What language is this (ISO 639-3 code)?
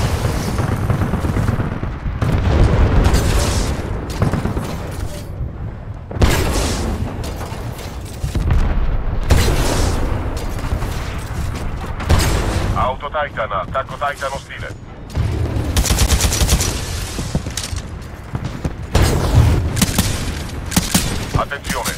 ita